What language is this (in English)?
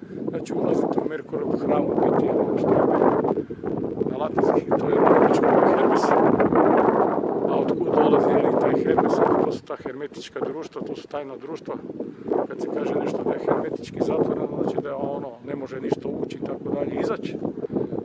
Croatian